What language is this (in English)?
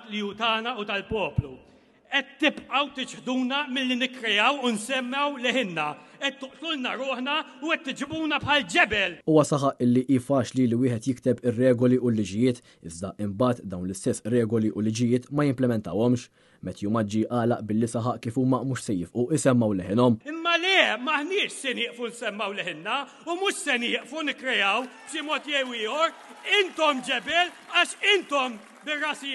Maltese